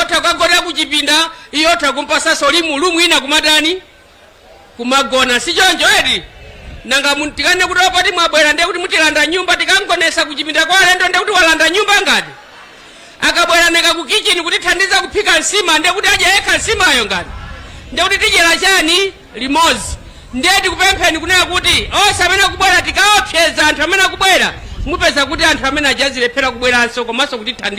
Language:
Nyanja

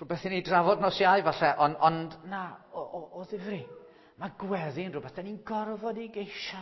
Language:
Welsh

